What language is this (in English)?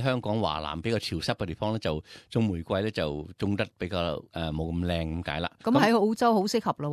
Cantonese